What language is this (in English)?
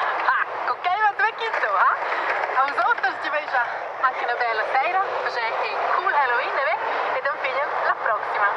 Romansh